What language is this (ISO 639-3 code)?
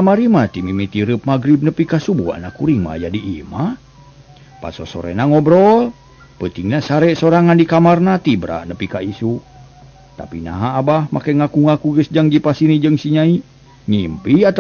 sun